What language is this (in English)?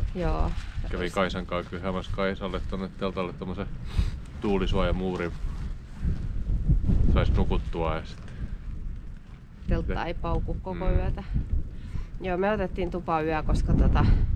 Finnish